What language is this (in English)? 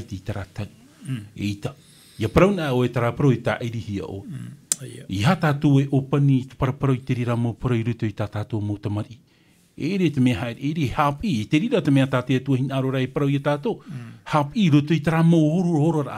Tahitian